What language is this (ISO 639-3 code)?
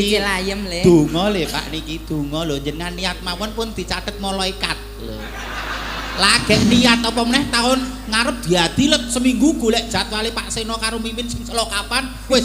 jav